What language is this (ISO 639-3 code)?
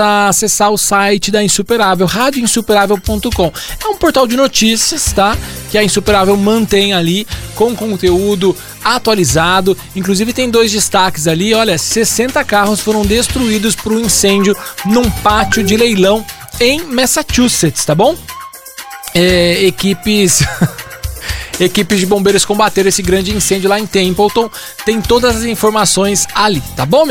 por